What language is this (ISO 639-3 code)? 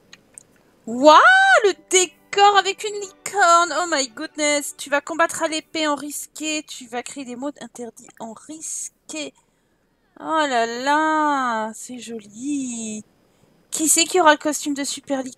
fra